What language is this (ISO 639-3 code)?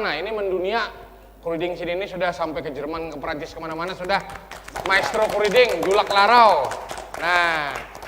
bjn